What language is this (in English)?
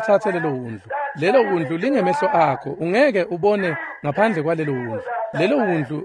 Swati